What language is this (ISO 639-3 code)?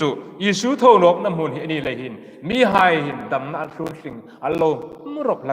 hmr